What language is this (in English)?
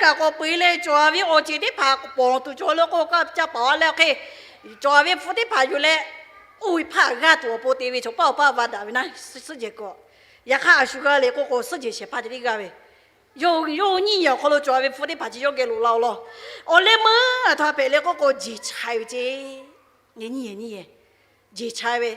Lahu